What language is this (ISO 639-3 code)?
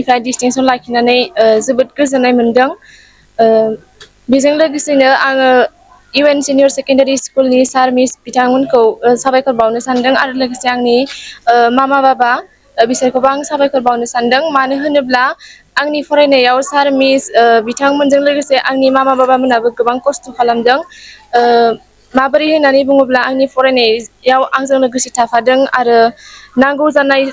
brx